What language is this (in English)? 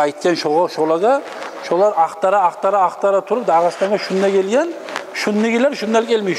Kumyk